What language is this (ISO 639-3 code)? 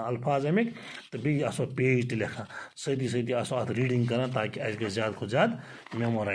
kas